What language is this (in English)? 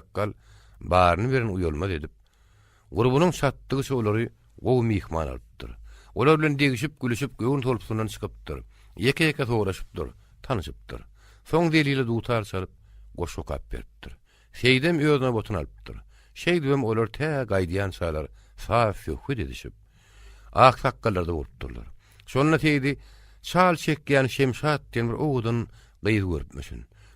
Turkmen